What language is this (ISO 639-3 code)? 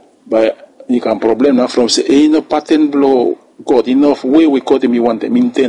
bis